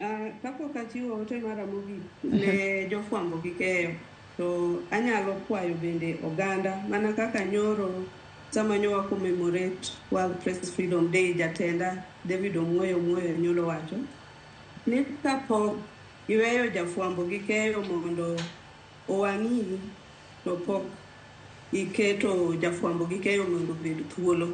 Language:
Luo (Kenya and Tanzania)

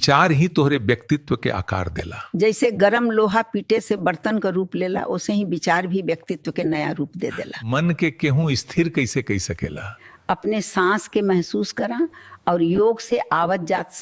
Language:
Bhojpuri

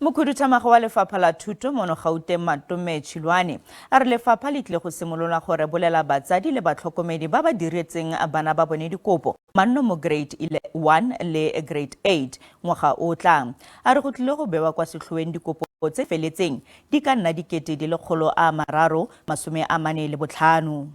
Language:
Tswana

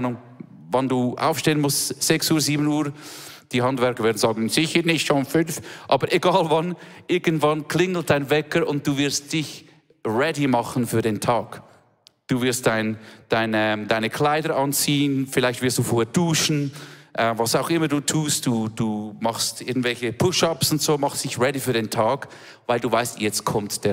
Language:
Swiss German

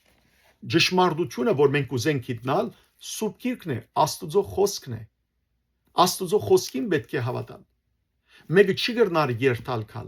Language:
Western Armenian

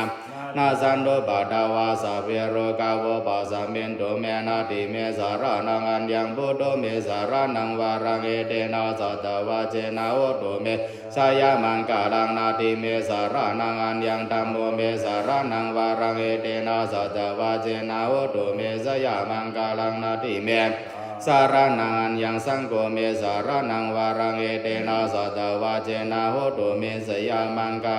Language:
Pali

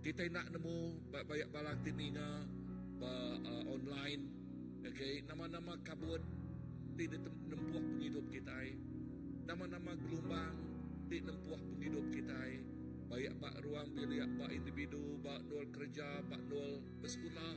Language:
Iban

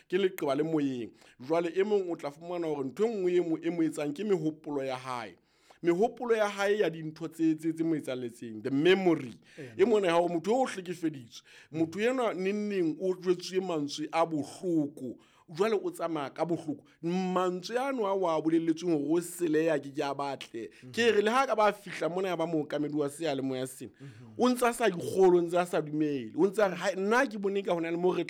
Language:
Southern Sotho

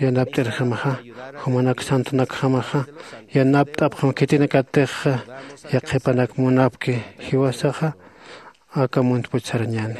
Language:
Aymara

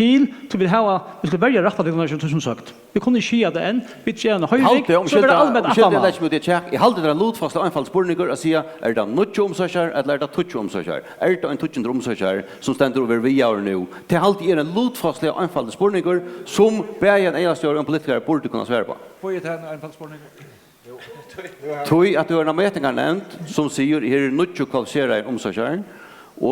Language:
Faroese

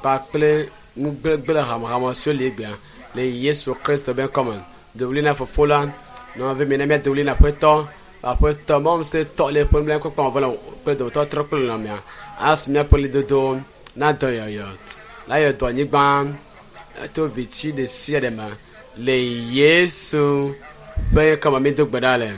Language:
Ewe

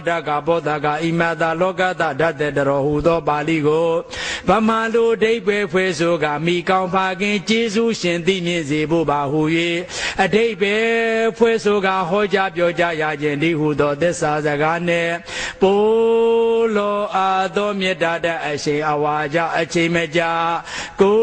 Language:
Burmese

